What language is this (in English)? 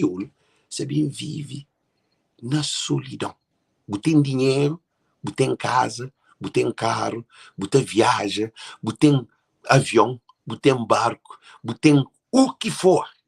Kabuverdianu